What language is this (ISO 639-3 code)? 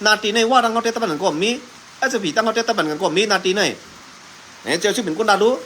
shn